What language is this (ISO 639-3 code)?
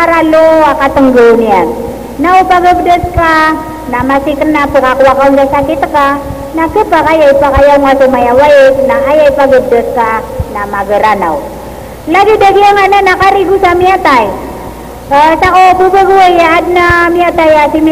mrw